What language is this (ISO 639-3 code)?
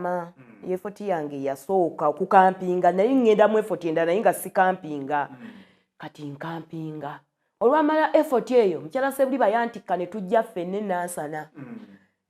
lug